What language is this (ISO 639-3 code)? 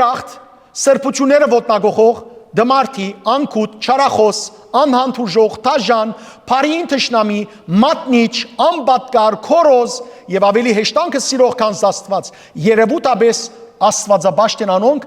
hyw